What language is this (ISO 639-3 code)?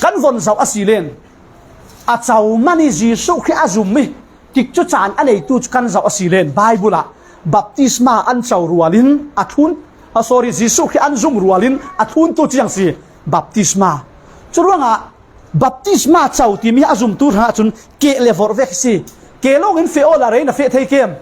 cfm